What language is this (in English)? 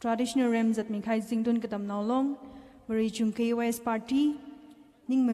Tangkhul Naga (India)